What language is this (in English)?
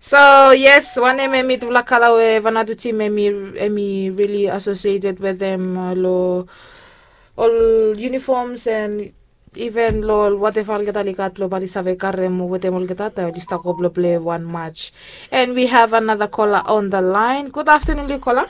Bislama